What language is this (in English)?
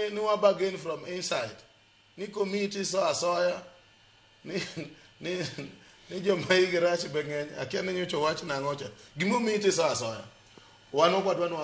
Luo (Kenya and Tanzania)